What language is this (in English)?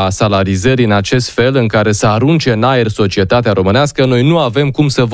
Romanian